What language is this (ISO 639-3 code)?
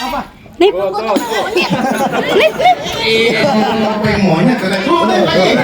bew